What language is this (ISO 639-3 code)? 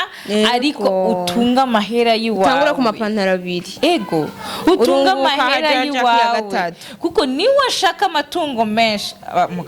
run